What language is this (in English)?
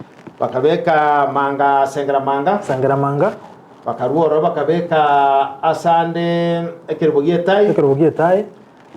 Gusii